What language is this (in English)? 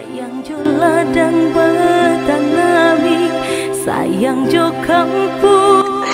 Minangkabau